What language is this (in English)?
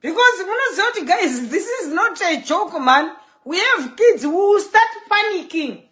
Shona